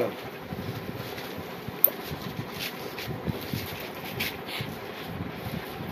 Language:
Gujarati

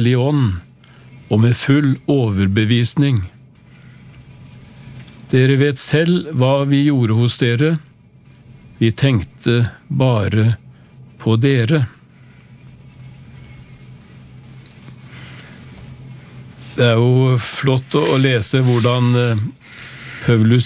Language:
Norwegian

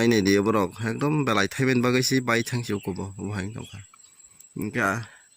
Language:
Kok Borok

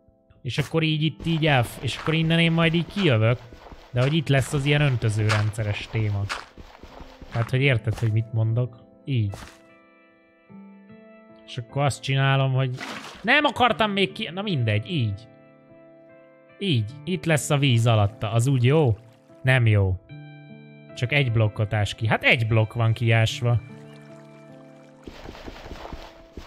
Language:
Hungarian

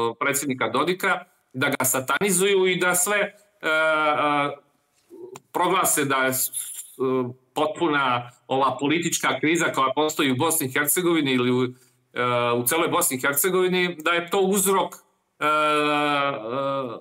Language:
Serbian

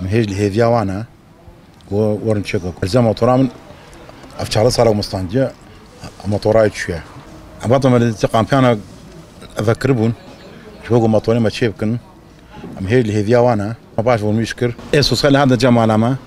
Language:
Kurdish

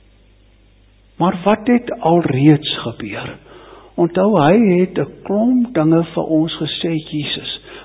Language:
Afrikaans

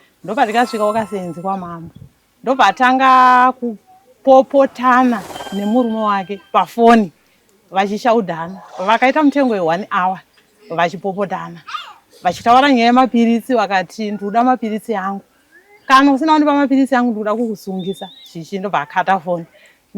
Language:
Shona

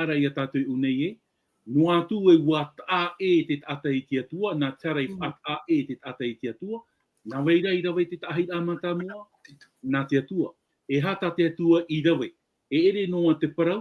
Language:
Tahitian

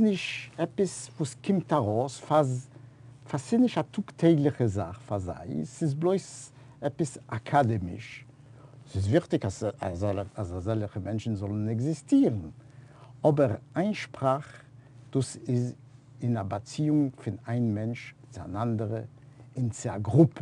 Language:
Yiddish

